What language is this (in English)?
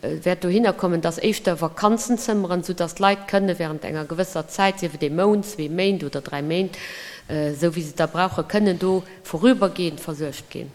Luxembourgish